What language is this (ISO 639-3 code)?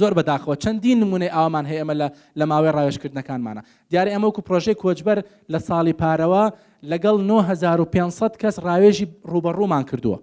ckb